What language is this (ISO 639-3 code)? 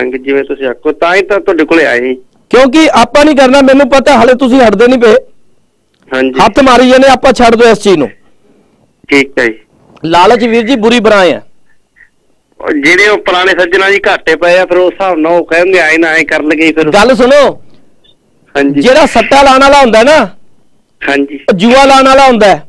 pan